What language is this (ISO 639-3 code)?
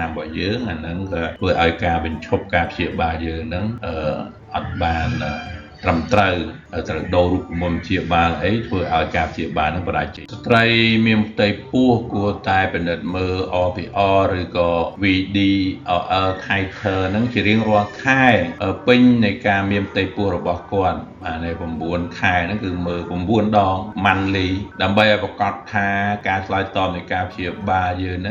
khm